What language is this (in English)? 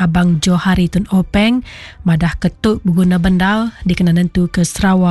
Iban